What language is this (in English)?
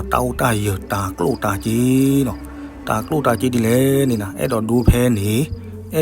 S'gaw Karen